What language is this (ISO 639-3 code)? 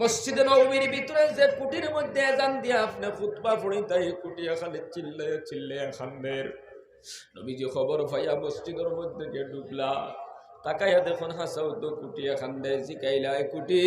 syl